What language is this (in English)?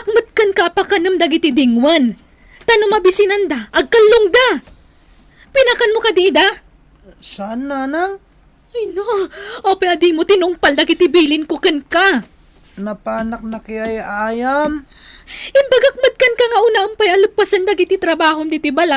Iloko